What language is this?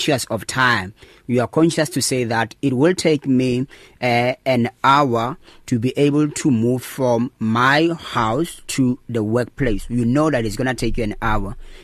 English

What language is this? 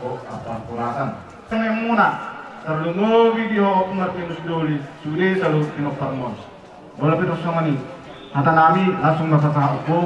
Batak Toba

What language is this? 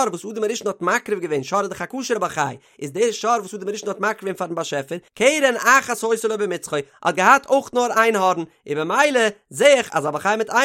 Yiddish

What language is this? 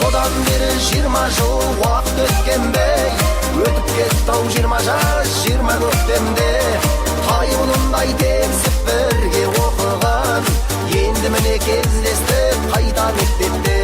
Kara-Kalpak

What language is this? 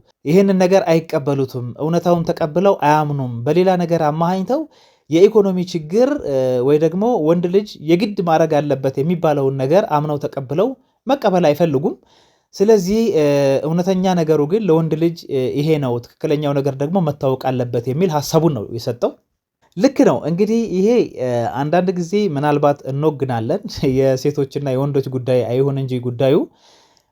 Amharic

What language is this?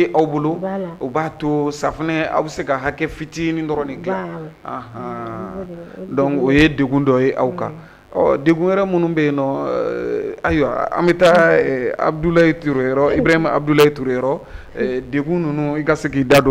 Bambara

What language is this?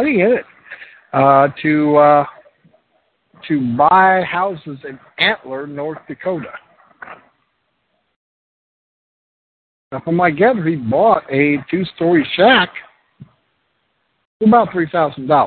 English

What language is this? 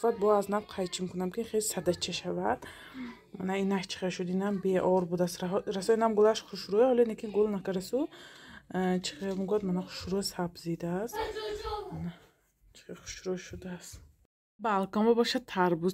Tajik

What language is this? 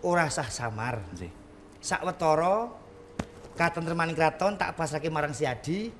Javanese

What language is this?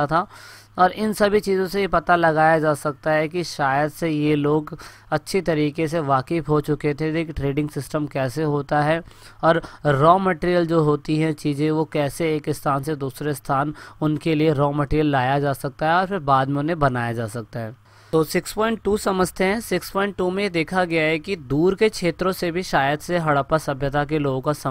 Hindi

